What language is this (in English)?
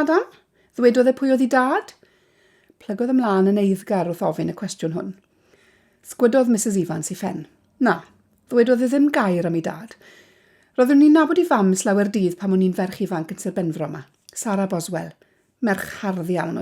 Welsh